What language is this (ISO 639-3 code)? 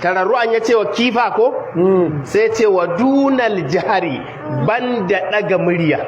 hau